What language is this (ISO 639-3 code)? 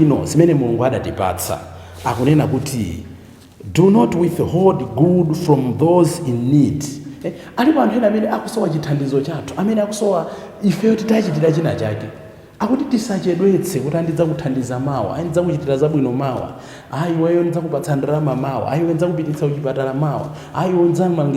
nya